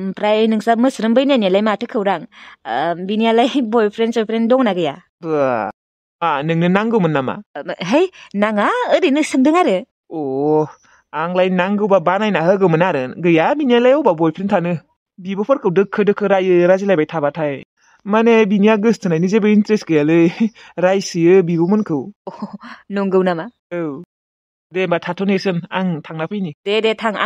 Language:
Bodo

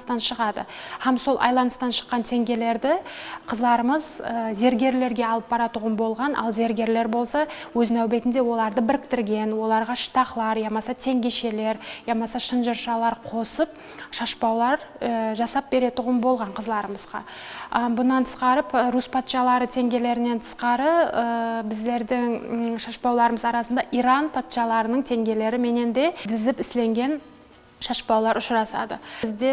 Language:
Kara-Kalpak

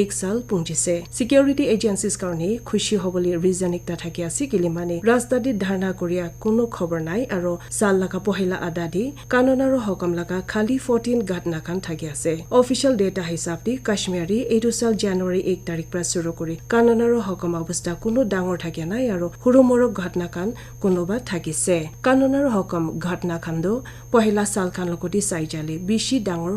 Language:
Naga Pidgin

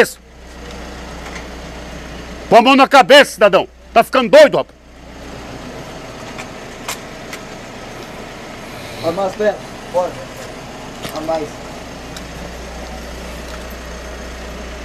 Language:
Portuguese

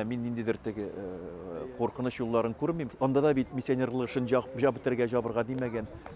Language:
Tatar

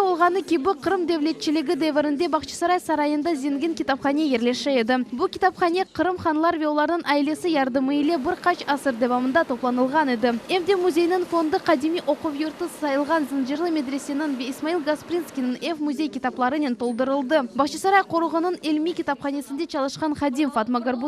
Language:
Crimean Tatar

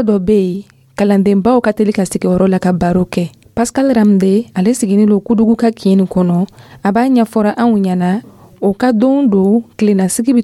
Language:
Dyula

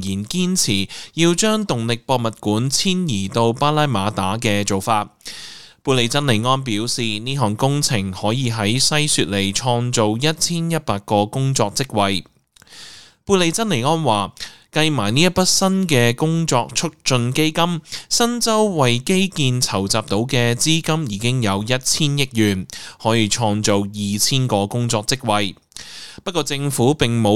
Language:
Cantonese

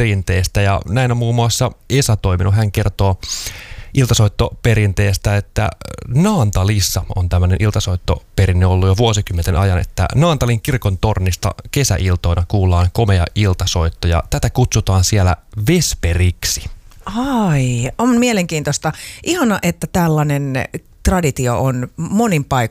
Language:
Finnish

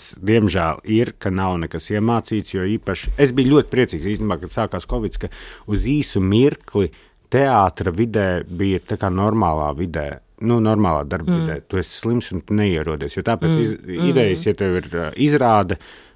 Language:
Latvian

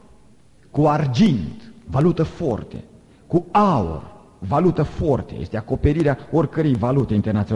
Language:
Romanian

